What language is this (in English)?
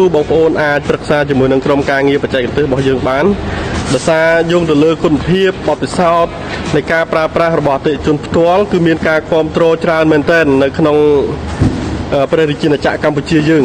Khmer